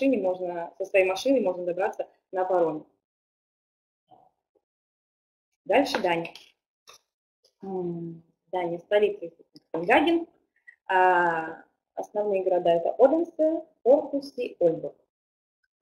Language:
Russian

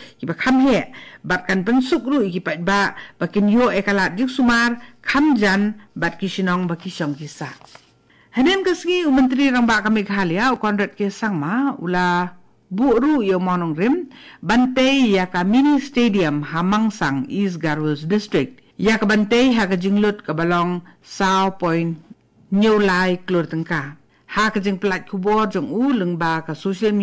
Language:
Khasi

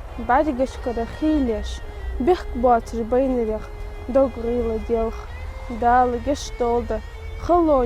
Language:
Ingush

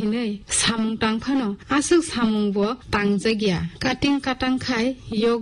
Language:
Kok Borok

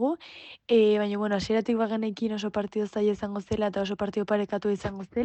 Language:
Basque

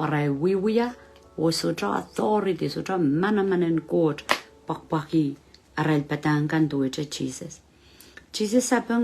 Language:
Pohnpeian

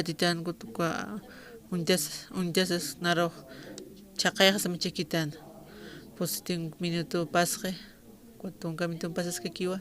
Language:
Aymara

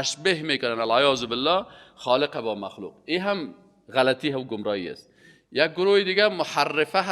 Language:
Persian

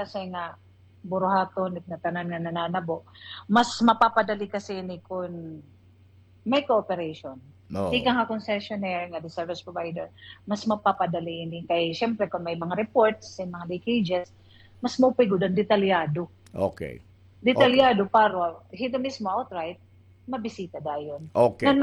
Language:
Waray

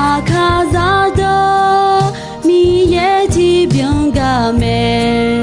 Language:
Akha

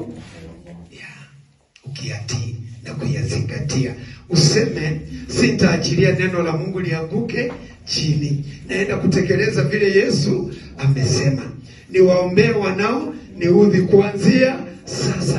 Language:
Swahili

